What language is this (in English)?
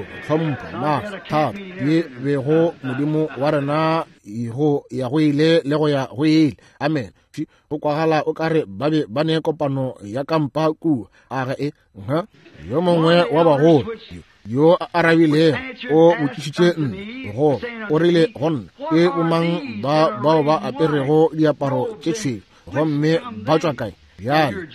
Northern Sotho